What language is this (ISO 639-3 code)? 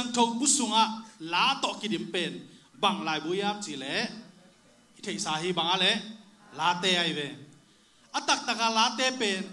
ctd